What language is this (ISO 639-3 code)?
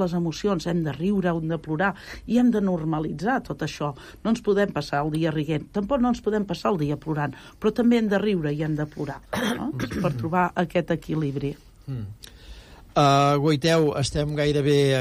cat